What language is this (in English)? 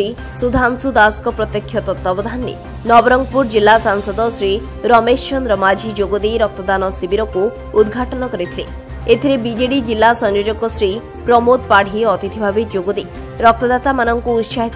Odia